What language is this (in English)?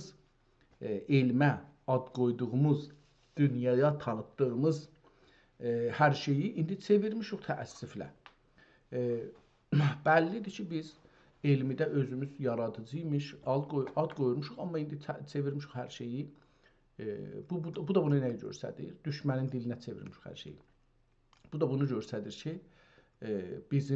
South Azerbaijani